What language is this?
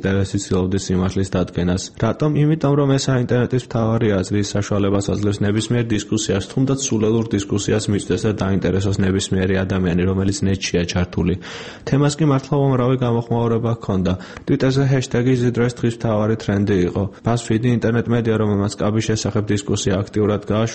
Georgian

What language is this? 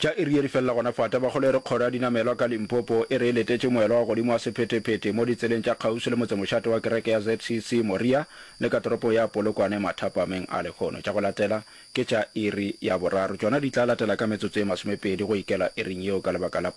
Northern Sotho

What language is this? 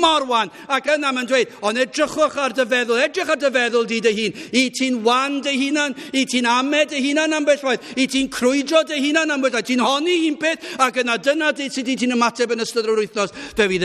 Welsh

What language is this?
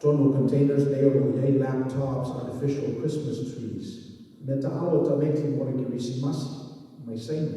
Samoan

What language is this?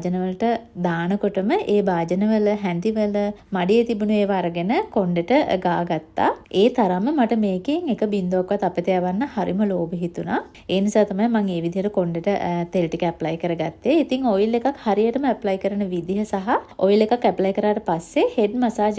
Sinhala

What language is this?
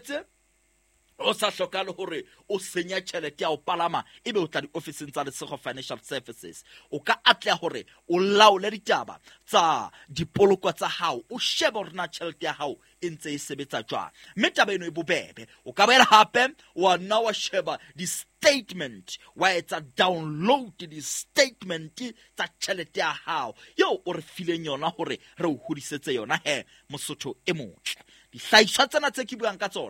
Southern Sotho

